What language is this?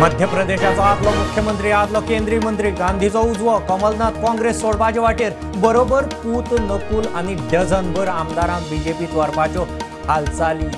Konkani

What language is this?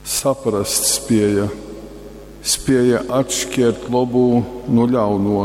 Latgalian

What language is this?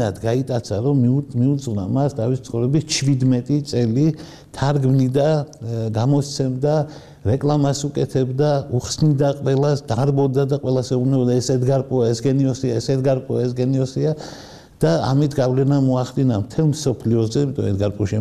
Georgian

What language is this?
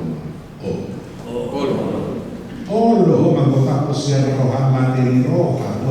Batak Toba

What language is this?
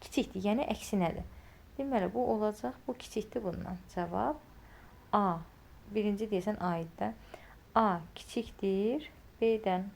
Azerbaijani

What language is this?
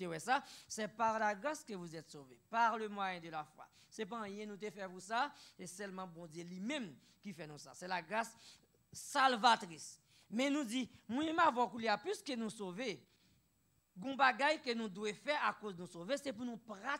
French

